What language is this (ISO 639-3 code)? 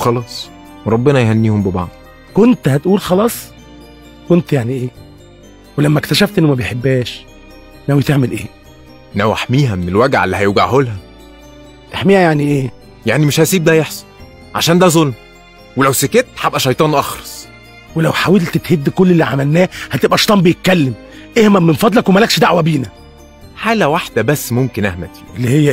arz